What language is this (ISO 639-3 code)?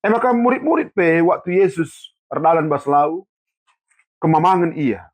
btx